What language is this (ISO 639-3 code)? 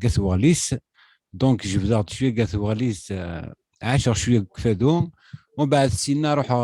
kab